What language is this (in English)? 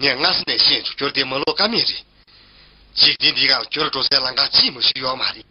Tibetan